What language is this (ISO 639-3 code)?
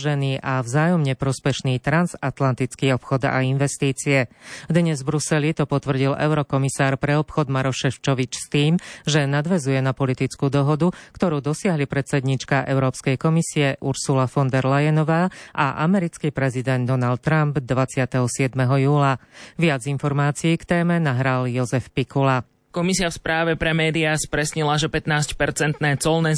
slk